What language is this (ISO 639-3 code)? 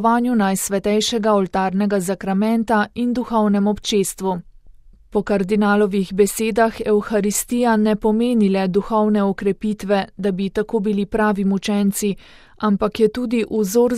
slv